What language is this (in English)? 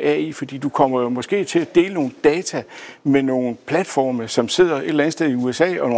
Danish